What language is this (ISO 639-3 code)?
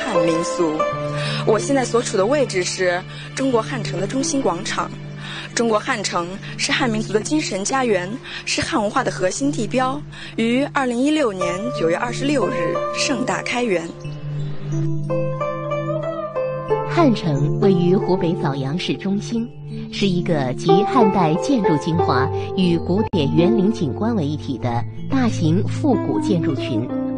zho